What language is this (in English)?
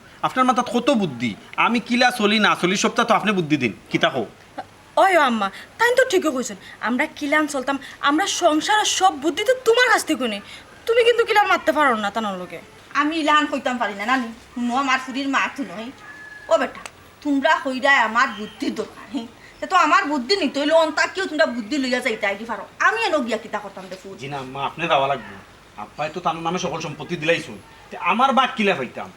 Sylheti